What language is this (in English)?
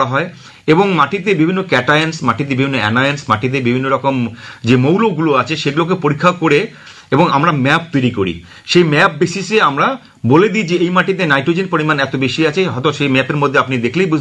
Bangla